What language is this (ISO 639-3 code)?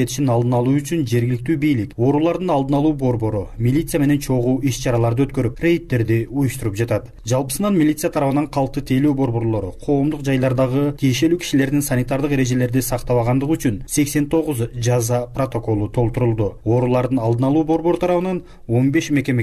kir